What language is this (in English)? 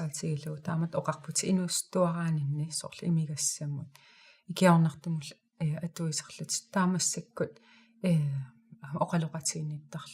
Kalaallisut